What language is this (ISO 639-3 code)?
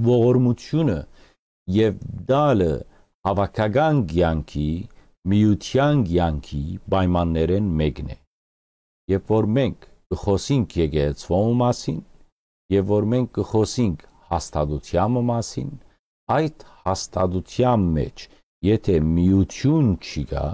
hyw